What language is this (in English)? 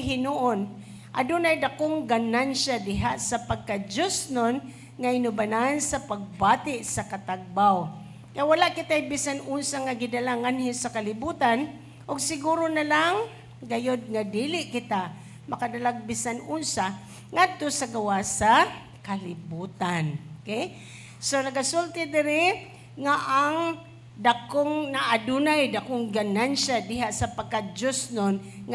Cebuano